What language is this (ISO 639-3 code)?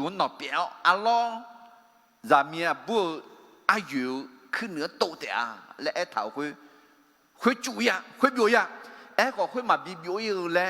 ahk